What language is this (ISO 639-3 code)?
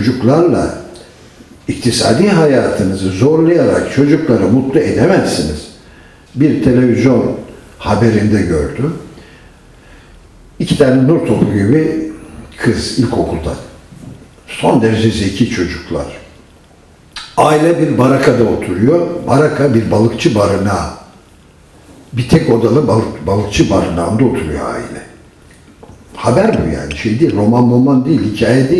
tur